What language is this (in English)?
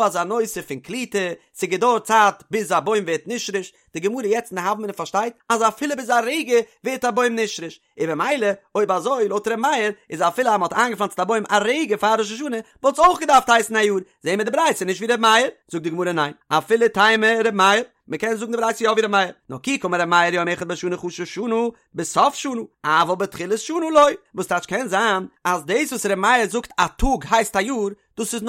Yiddish